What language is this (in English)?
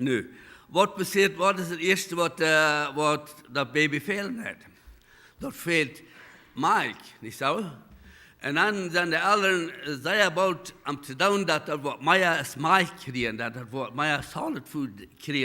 Plautdietsch